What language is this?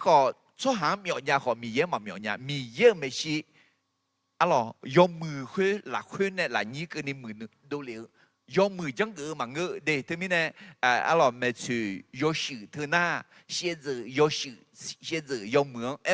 Akha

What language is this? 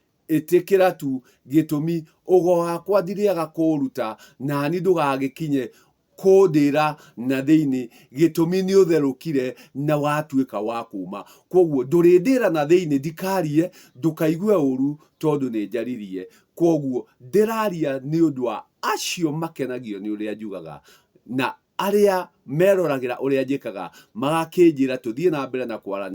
Kikuyu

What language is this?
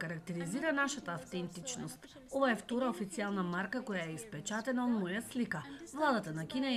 Macedonian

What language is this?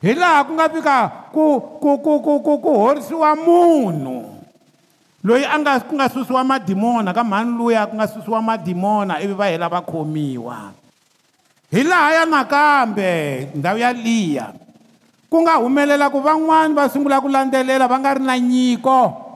Tsonga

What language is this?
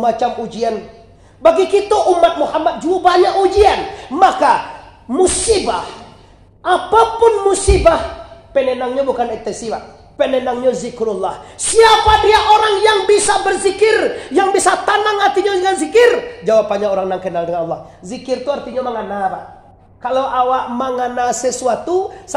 Minangkabau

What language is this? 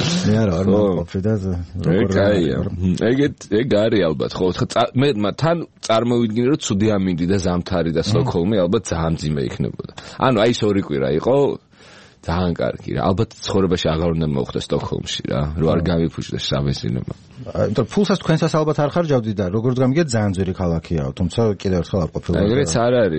Georgian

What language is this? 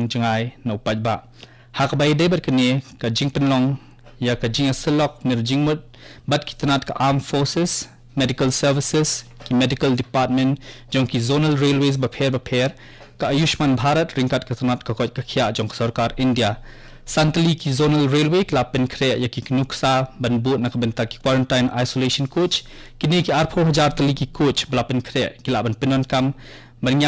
Khasi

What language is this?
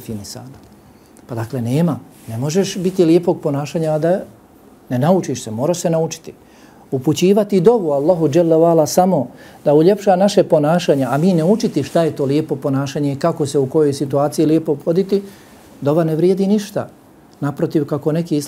Bosnian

